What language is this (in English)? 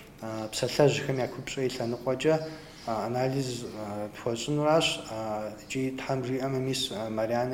Kabardian